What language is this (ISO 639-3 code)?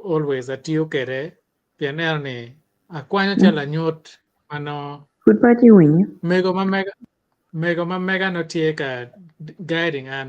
ach